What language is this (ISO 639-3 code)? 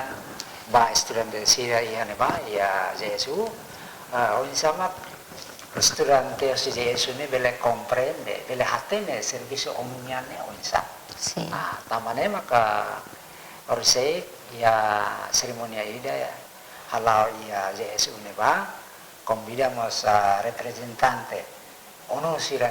tet